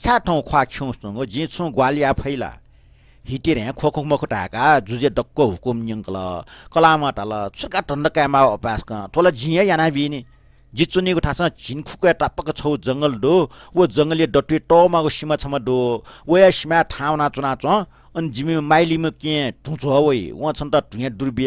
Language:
Newari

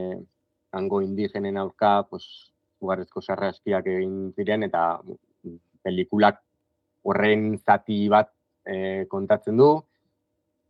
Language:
Basque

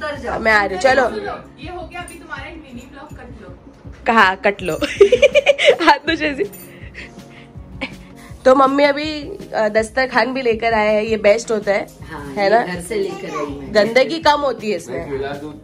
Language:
Hindi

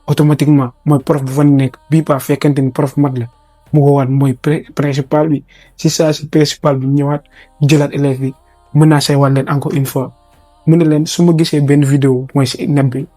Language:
Wolof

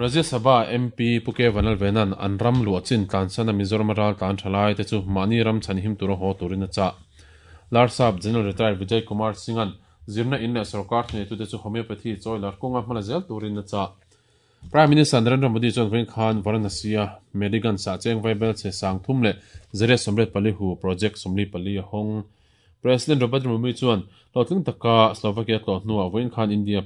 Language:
Mizo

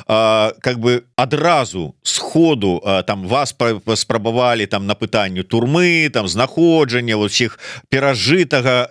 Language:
Belarusian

